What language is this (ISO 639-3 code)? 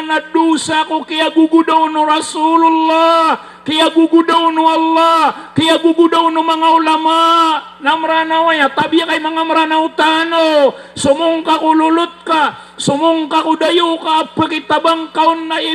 mrw